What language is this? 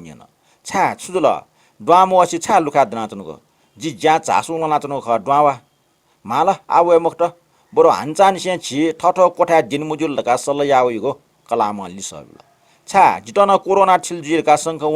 Newari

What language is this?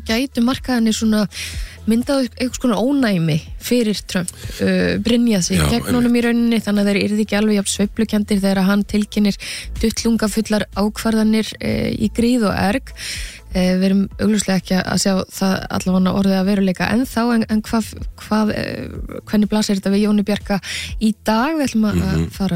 Icelandic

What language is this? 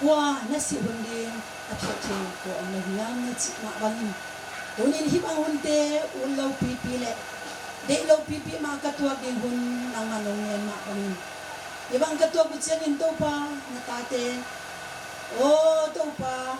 Tedim Chin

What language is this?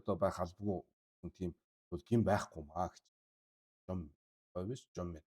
Mongolian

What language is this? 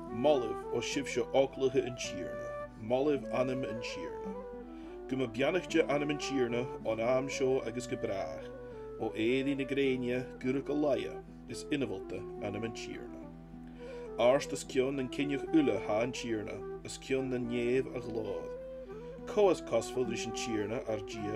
Scottish Gaelic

